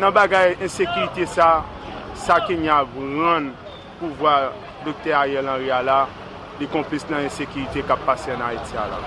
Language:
Haitian Creole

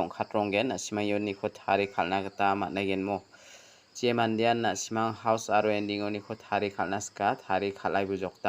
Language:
Garo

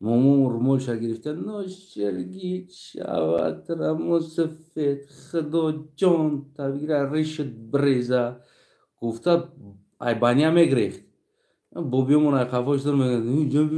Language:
Tajik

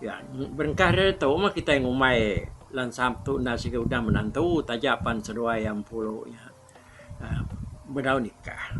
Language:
Iban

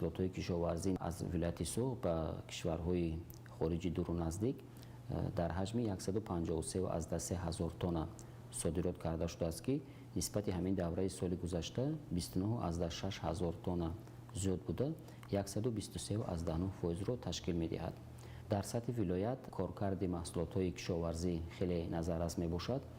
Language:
Tajik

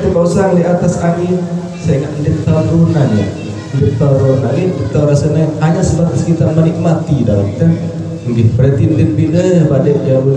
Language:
Sasak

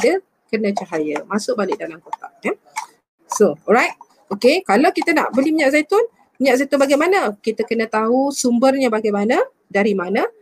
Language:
Malay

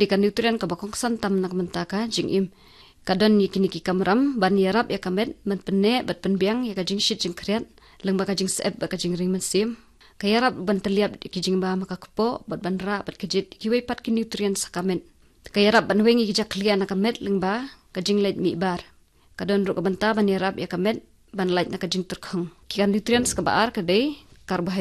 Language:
Khasi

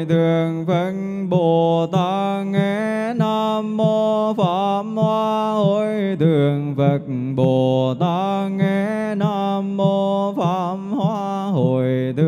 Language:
Vietnamese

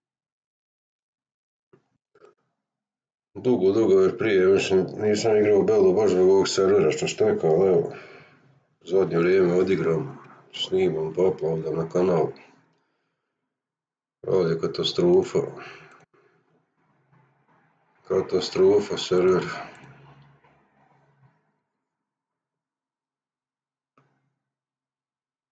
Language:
Croatian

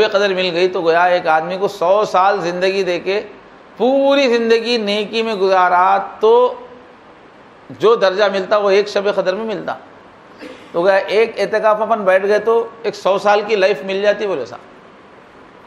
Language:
Urdu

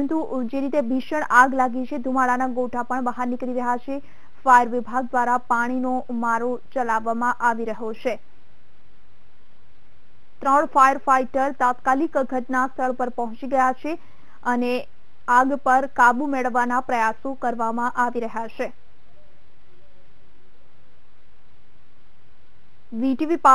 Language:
Gujarati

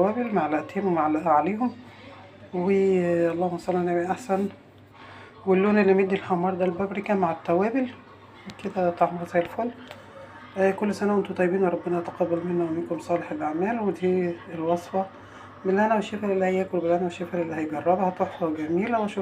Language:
Egyptian Arabic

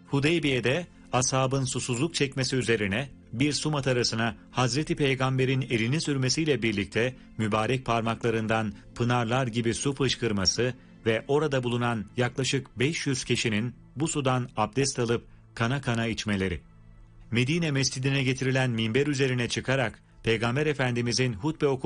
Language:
Turkish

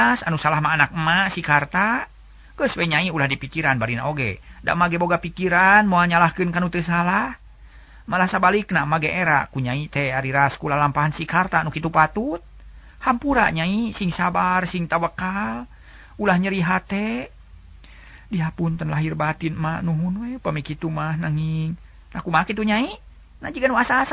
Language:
Sundanese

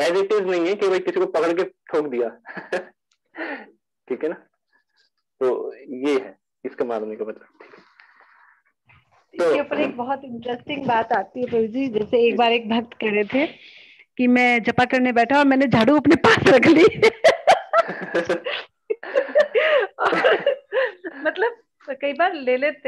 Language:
Hindi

